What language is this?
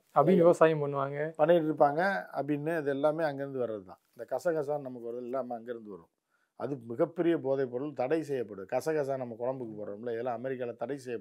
Tamil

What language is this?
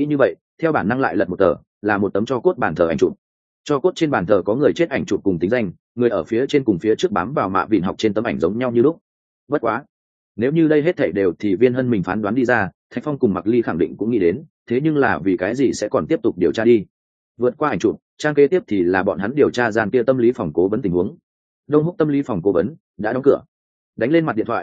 Vietnamese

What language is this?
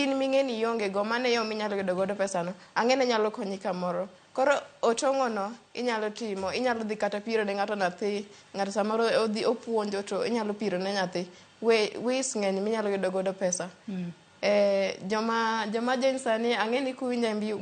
Luo (Kenya and Tanzania)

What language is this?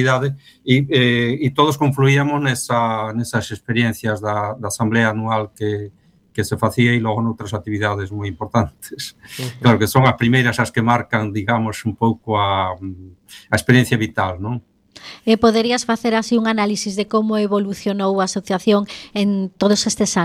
Galician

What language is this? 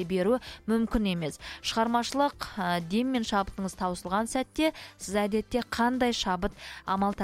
Kazakh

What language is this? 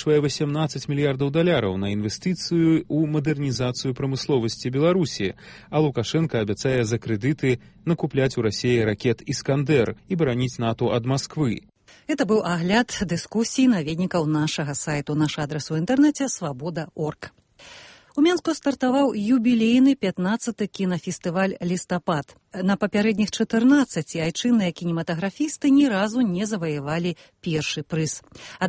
Belarusian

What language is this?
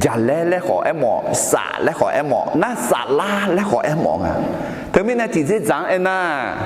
Akha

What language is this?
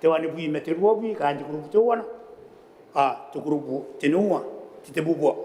Gilbertese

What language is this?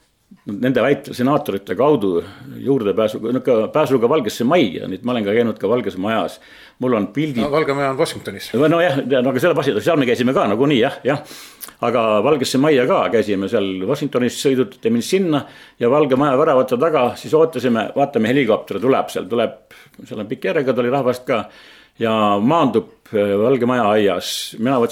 Estonian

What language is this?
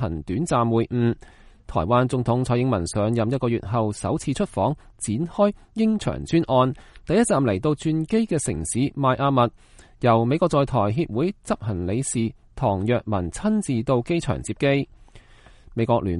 Cantonese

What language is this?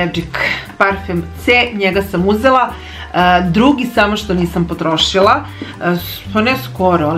Serbian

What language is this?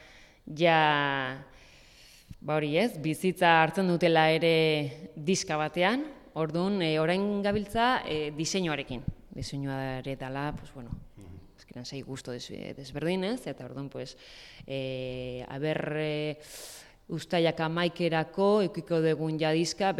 Basque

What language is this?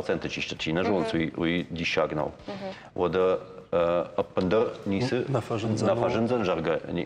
Ossetic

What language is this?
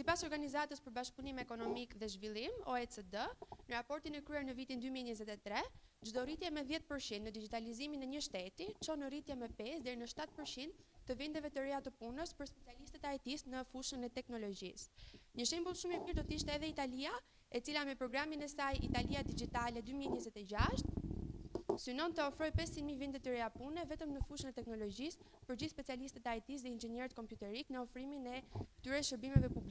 Albanian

